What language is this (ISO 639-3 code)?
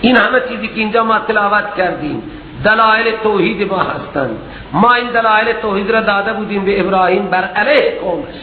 fas